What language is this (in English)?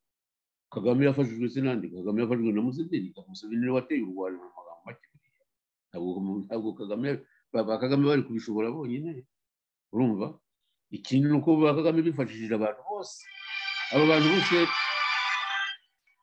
Kinyarwanda